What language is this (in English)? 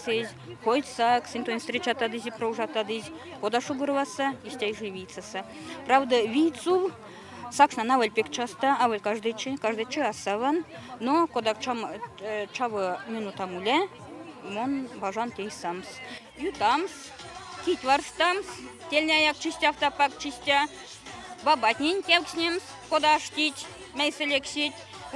Erzya